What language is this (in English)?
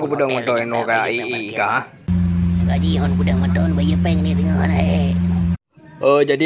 Achinese